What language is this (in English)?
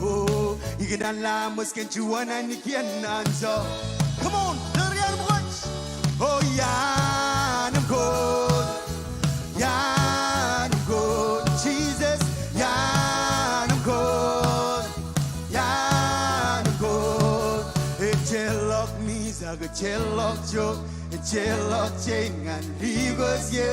Marshallese